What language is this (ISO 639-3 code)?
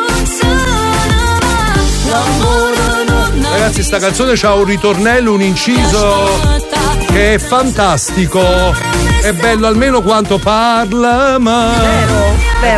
ita